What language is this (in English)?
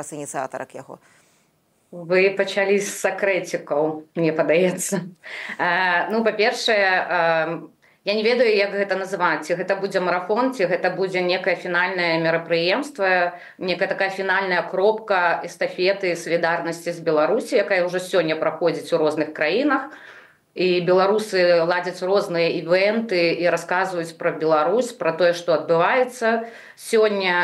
Belarusian